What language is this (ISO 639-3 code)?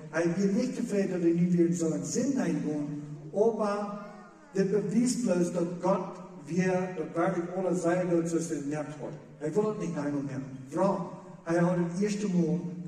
pdt